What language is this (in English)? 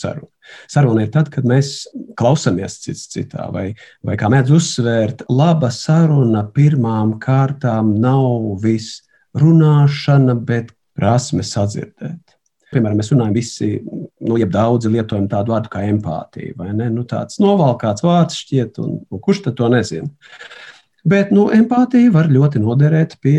Latvian